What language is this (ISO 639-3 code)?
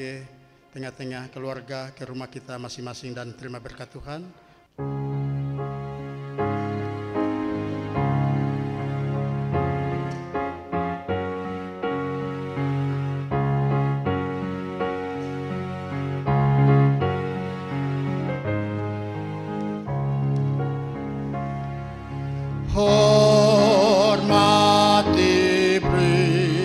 ind